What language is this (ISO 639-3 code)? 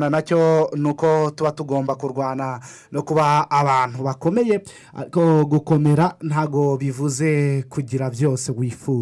kin